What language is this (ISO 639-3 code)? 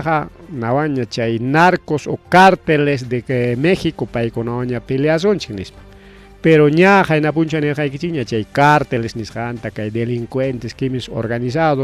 quy